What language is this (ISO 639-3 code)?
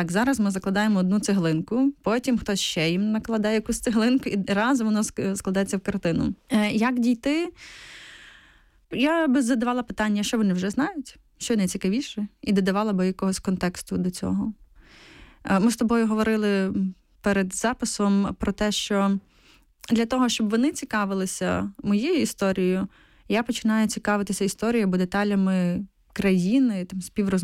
ukr